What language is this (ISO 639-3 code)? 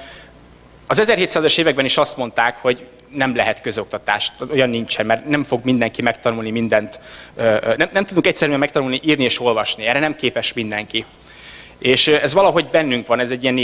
hun